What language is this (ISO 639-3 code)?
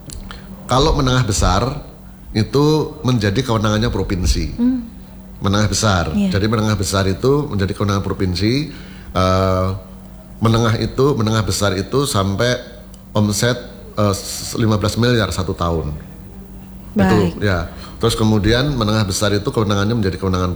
ind